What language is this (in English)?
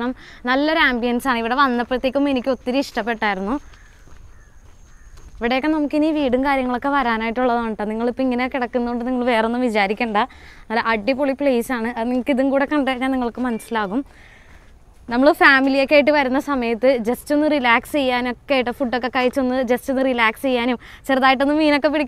Malayalam